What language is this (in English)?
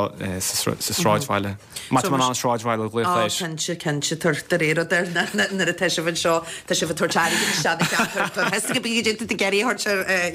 Irish